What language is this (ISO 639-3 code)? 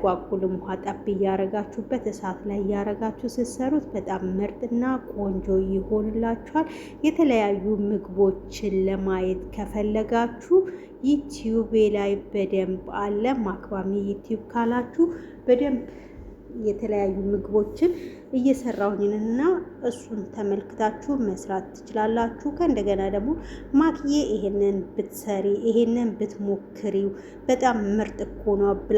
amh